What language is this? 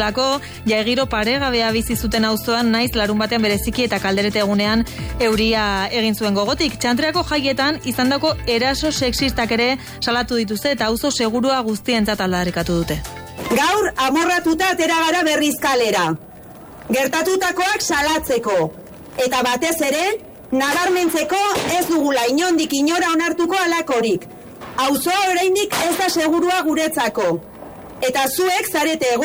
Basque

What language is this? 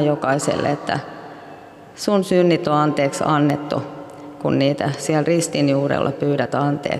Finnish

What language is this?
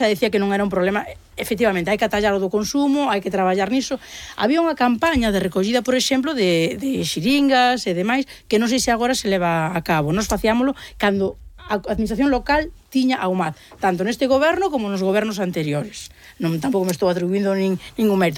Galician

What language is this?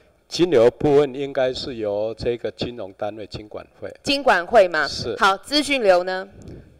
Chinese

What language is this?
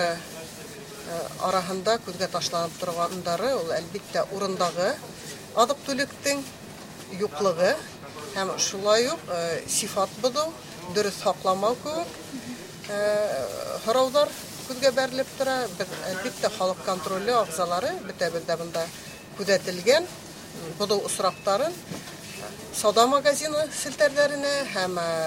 Bashkir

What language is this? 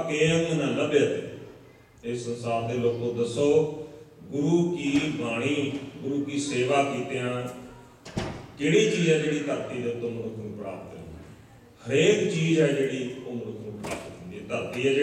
Punjabi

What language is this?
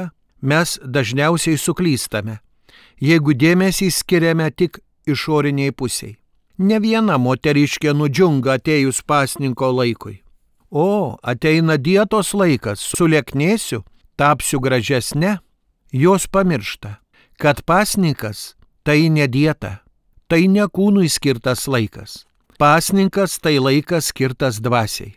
Lithuanian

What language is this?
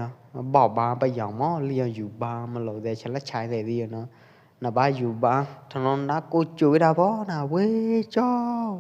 Pwo Eastern Karen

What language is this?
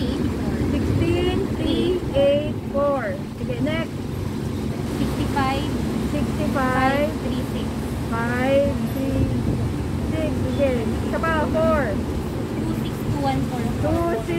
Filipino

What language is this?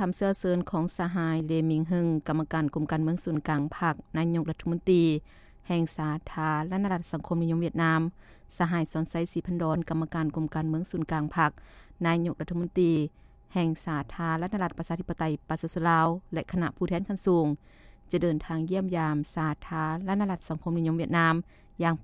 Lao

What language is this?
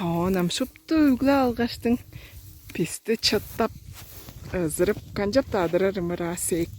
Tuvinian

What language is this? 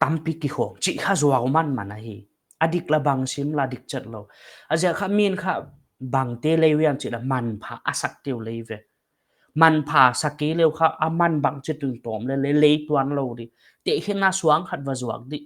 Paite Chin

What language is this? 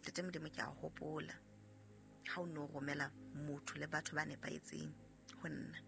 Southern Sotho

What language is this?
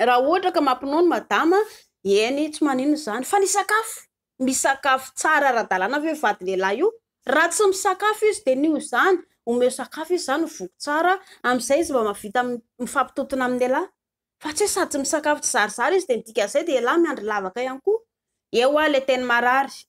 Malagasy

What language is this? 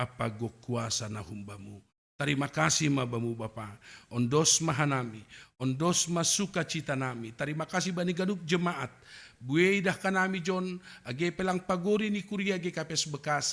Batak Simalungun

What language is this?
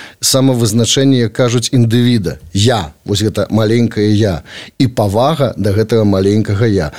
Belarusian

